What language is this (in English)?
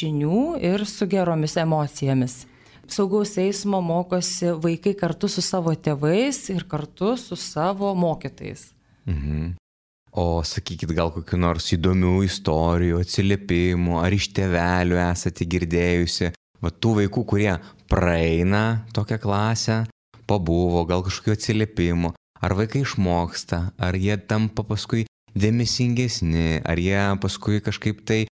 Lithuanian